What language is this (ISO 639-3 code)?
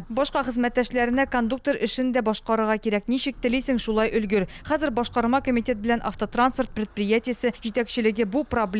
tat